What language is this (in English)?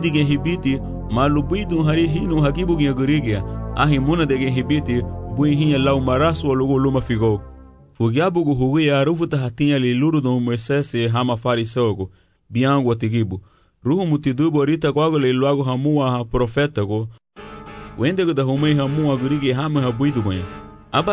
Garifuna